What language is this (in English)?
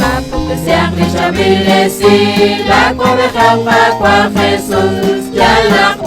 Kekchí